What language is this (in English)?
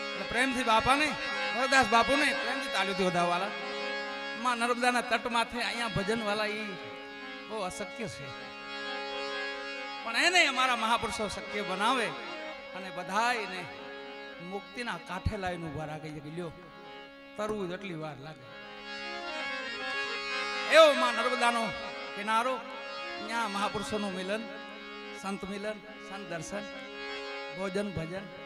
Gujarati